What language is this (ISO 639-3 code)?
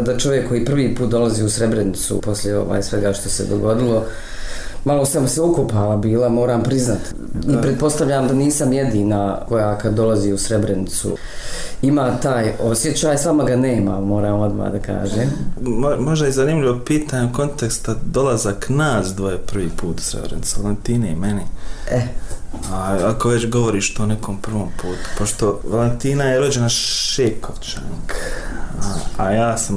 bos